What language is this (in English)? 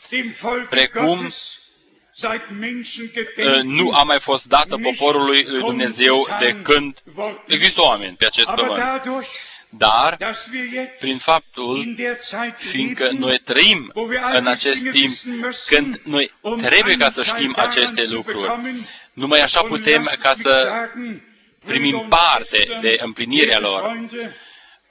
Romanian